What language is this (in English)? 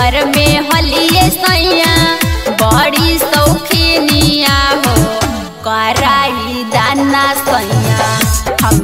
Magahi